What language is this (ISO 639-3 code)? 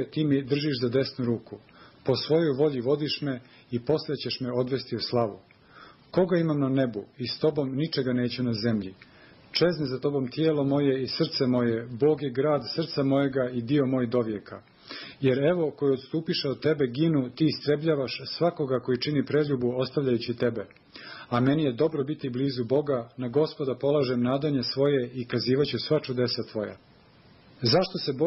srp